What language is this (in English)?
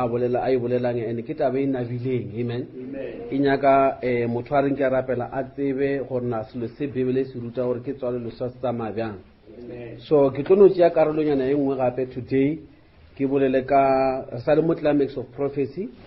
Northern Sotho